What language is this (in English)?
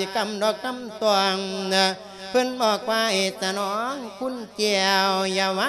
Lao